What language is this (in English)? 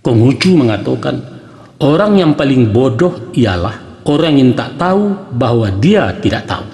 Minangkabau